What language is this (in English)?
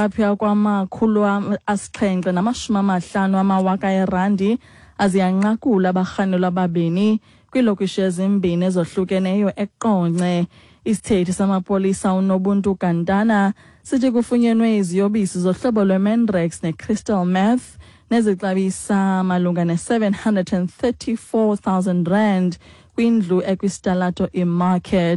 Xhosa